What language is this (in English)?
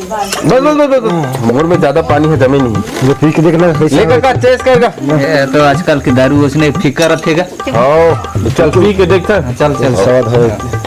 Chhattisgarhi